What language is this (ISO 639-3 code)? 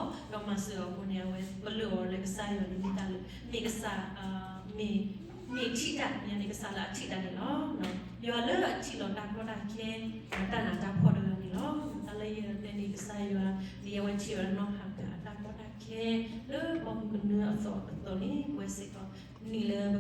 ksw